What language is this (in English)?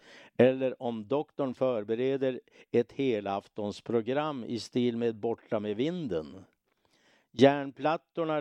Swedish